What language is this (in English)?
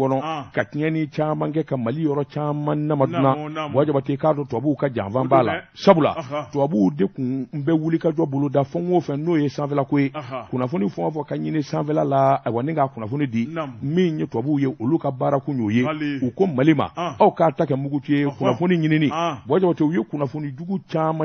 Bambara